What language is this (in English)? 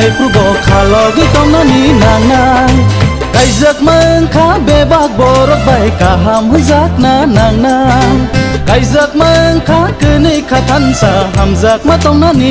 Kok Borok